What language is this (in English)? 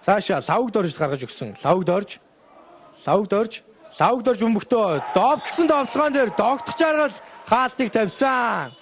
Mongolian